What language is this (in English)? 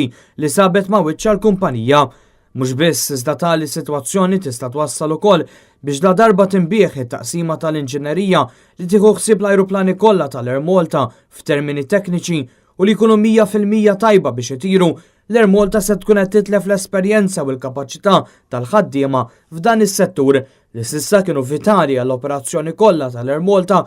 Maltese